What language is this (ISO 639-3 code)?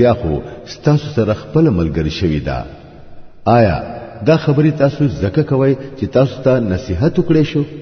pus